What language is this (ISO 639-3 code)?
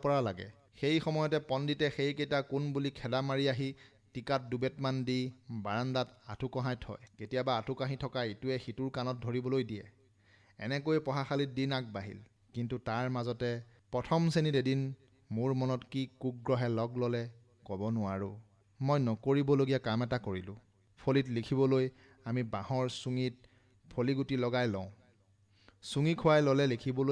asm